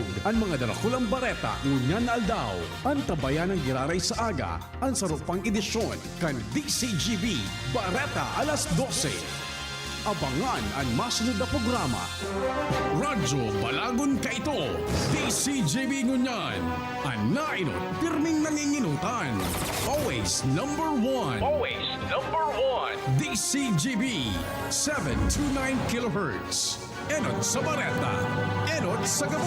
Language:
Bikol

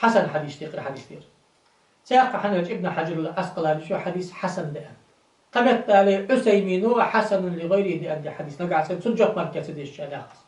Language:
Ingush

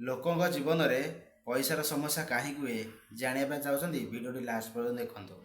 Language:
Odia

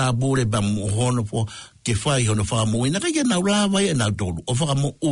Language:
Tongan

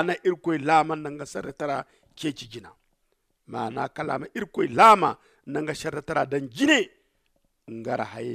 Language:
Zarma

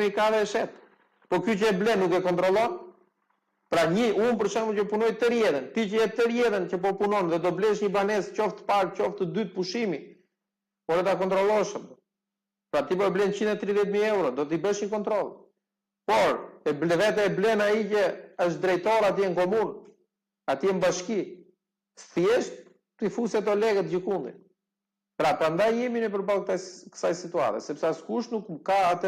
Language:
Albanian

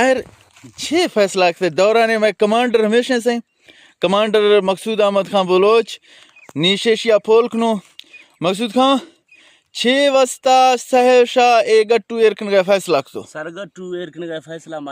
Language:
Eastern Balochi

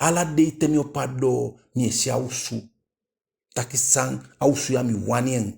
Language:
Eastern Maroon Creole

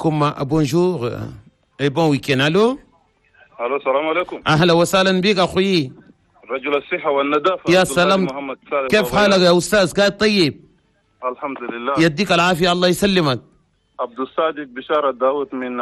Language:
Chadian Arabic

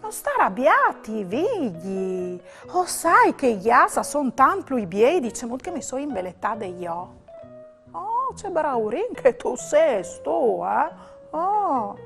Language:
Friulian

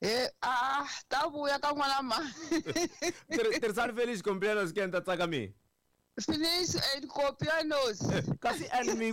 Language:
Tsonga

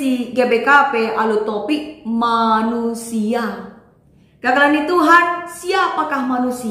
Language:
Batak Karo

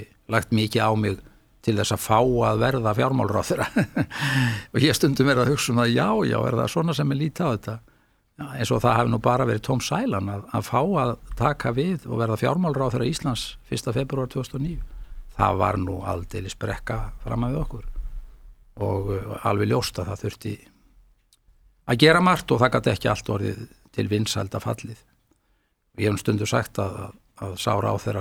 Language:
Icelandic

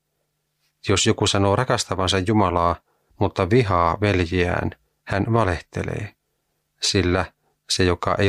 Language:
Finnish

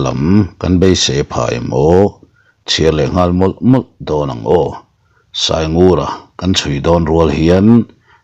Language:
Mizo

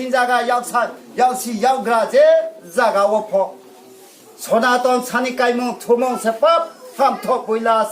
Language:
Riang (India)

